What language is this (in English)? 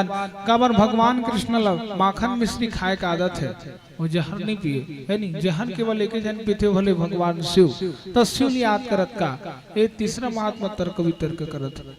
Chhattisgarhi